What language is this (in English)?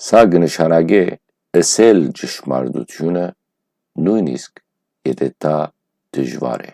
Western Armenian